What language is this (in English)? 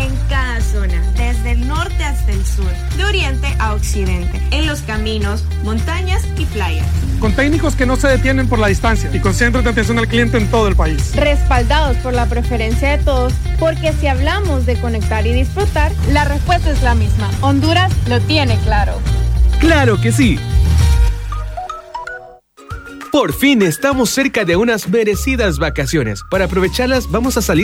Spanish